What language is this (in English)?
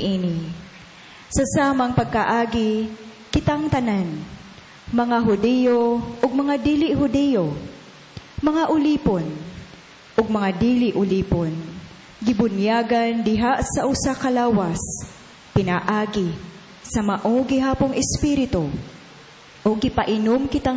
Cebuano